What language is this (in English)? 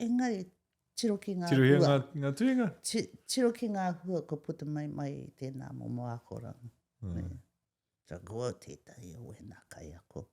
Māori